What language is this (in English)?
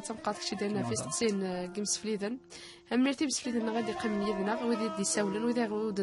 Kabyle